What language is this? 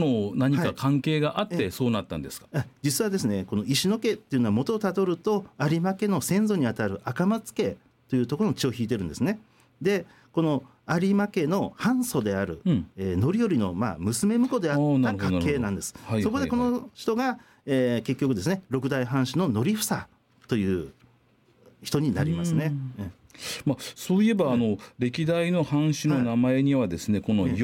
Japanese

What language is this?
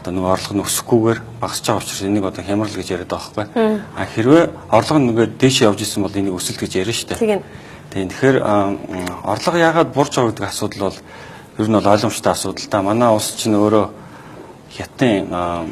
Mongolian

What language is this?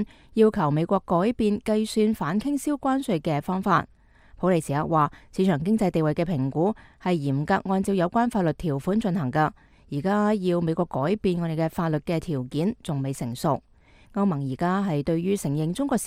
Cantonese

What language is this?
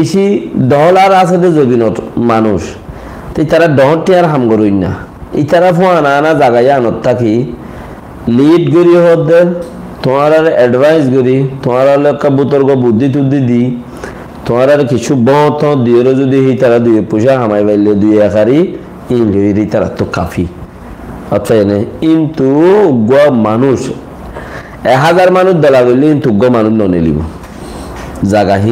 Rohingya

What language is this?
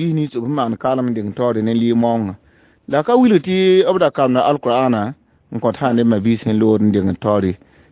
Mossi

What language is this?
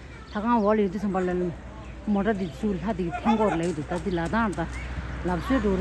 Tibetan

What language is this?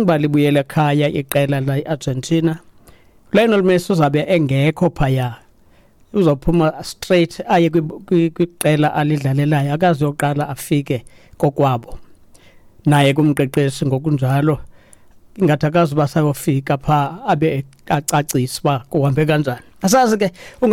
Xhosa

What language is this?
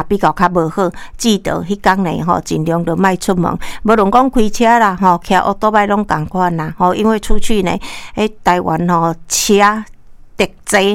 Min Nan Chinese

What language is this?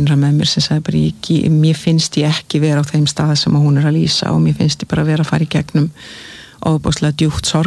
Icelandic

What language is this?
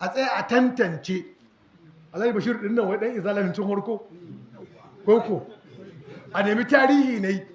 Hausa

